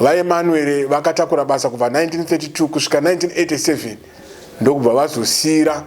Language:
Shona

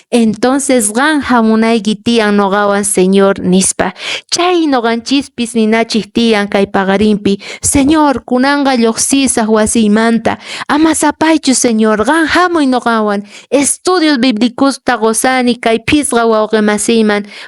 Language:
Quechua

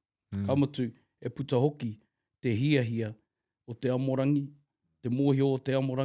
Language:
Māori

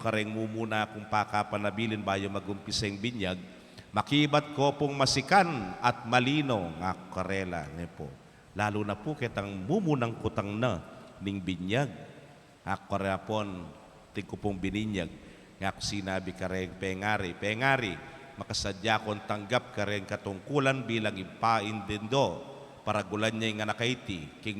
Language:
Pampanga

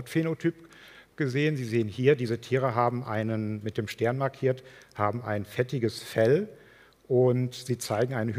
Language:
German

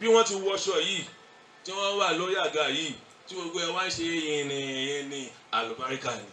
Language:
Yoruba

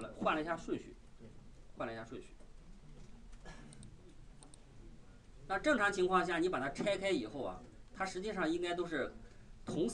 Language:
Chinese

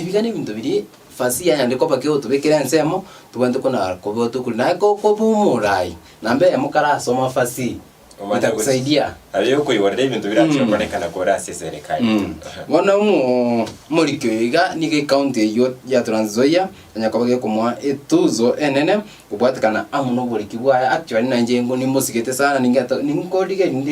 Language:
Gusii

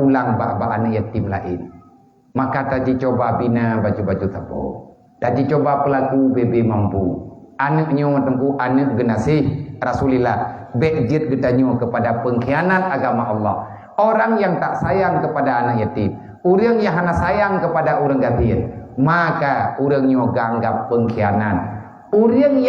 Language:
Achinese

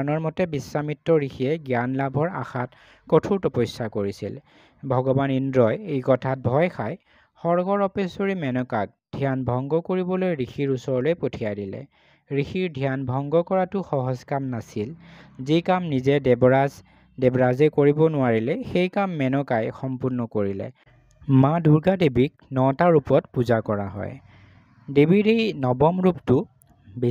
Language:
Assamese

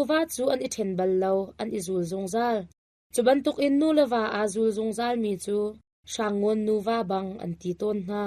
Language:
Hakha Chin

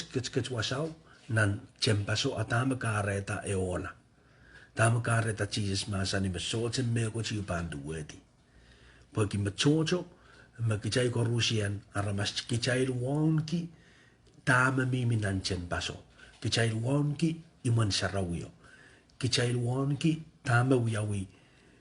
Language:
Pohnpeian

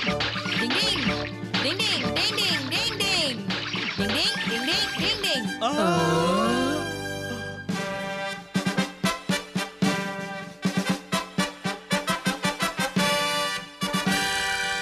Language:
Tamil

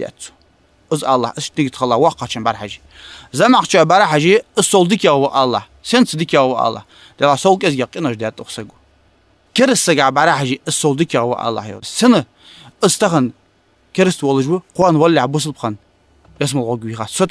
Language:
Ingush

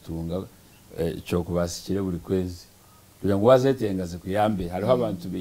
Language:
Nyankole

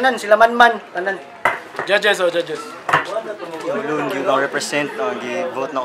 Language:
Cebuano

